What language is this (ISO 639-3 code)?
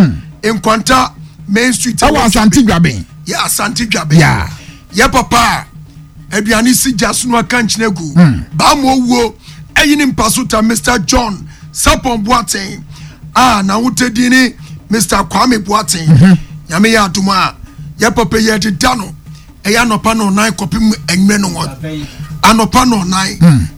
aka